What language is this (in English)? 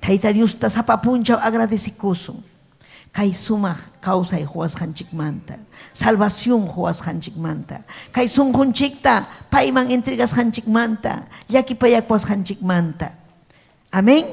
Ayacucho Quechua